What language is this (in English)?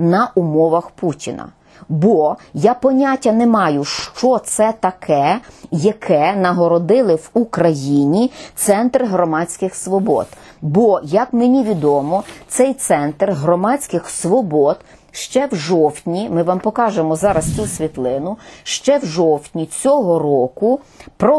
Ukrainian